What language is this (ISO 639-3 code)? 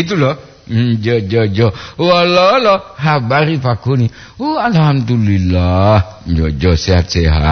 gor